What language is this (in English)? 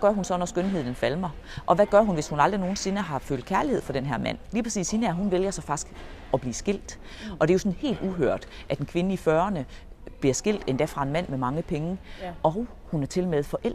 Danish